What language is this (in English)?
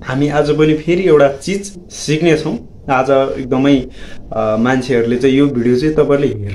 Nepali